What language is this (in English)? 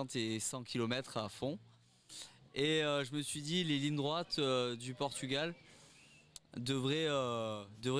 French